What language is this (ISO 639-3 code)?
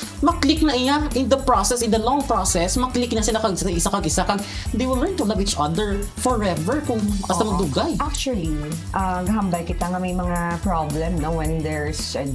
hil